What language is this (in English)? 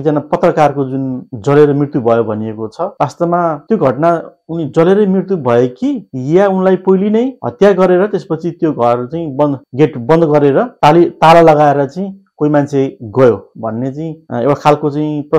Nepali